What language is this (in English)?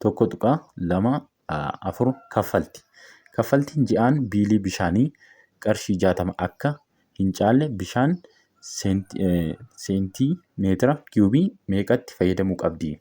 Oromo